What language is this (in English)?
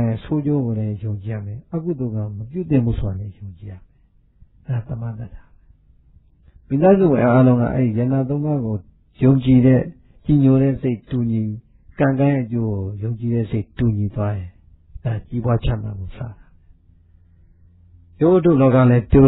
Burmese